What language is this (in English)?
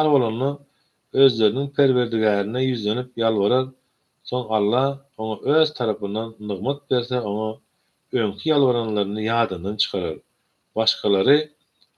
Turkmen